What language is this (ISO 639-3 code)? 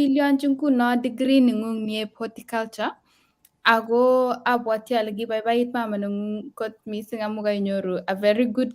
kln